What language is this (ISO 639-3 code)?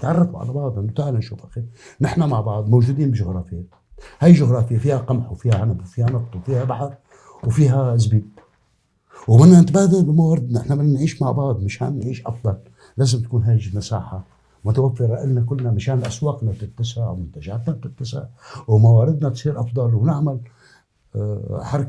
apc